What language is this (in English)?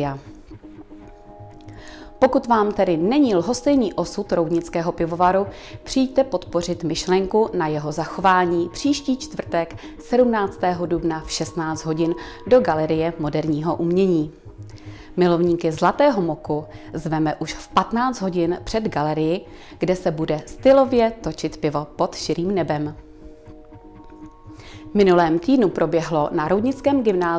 Czech